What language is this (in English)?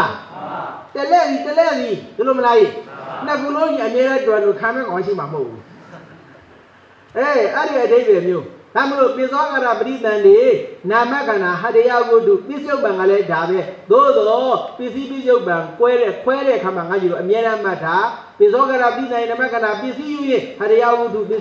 Burmese